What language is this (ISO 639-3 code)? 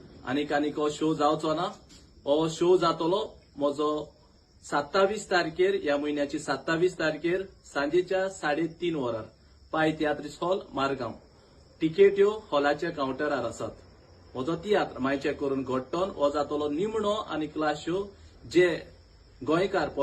kok